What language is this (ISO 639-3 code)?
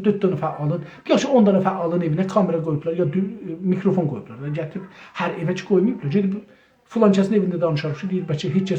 azb